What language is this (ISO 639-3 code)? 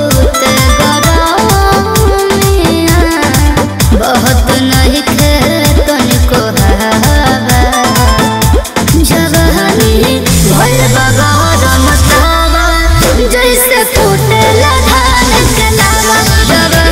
bho